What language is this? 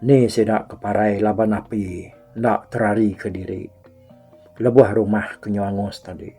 Iban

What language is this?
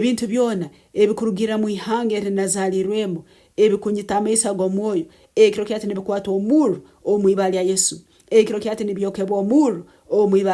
Nyankole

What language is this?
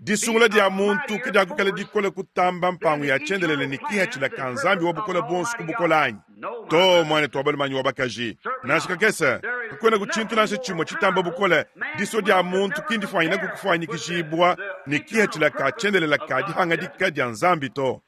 Luba-Lulua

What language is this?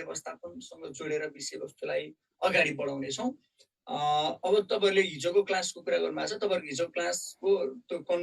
Nepali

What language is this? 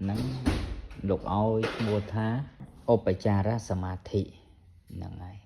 Khmer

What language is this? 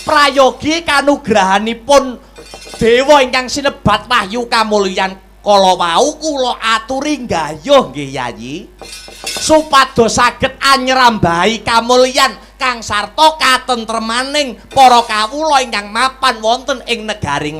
Javanese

